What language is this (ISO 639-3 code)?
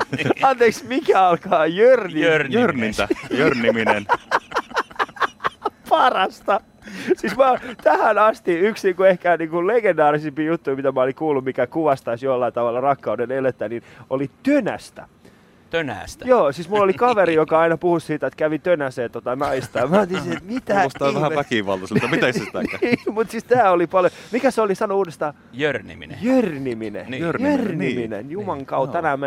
fin